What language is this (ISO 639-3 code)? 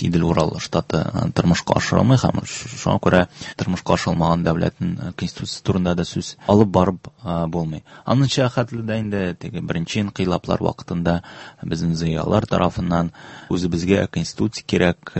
tat